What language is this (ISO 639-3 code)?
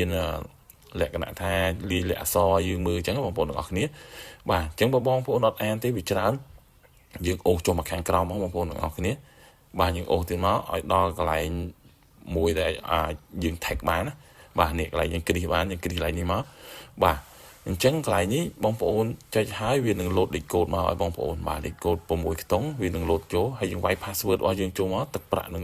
khm